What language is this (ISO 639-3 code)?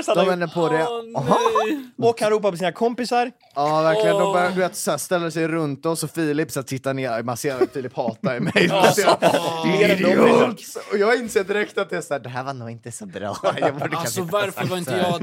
swe